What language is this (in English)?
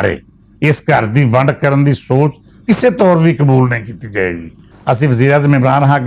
Western Panjabi